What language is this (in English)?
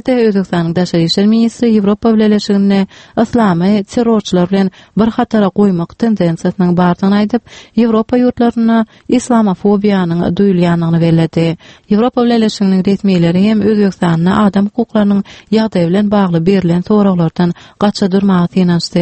Turkmen